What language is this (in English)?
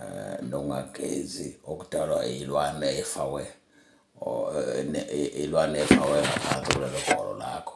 Zulu